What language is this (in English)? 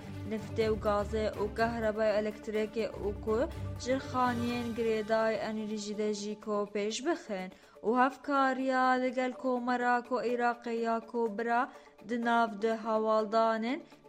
Kurdish